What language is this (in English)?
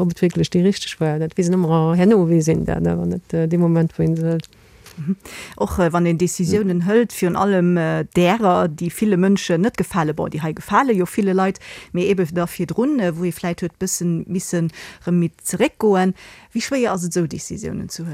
Luxembourgish